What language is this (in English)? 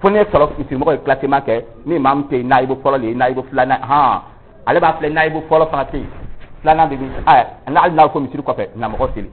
Dyula